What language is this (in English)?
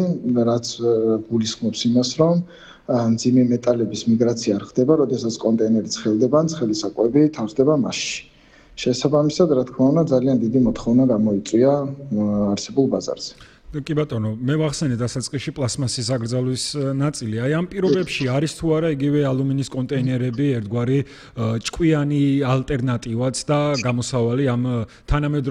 Georgian